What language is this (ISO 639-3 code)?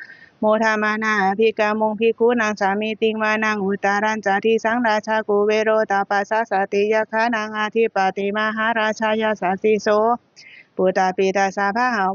pli